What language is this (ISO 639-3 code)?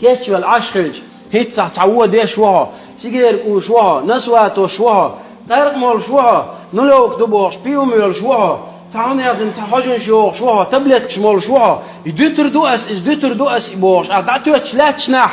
che